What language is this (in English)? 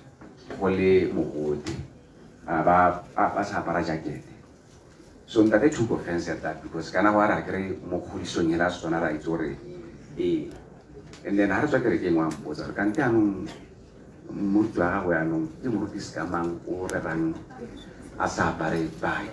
Tswana